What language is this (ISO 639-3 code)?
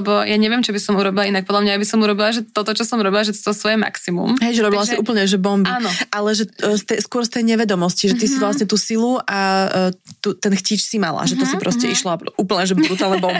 slk